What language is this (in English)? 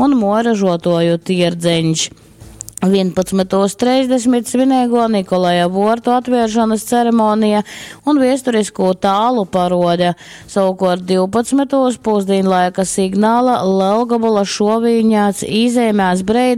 Latgalian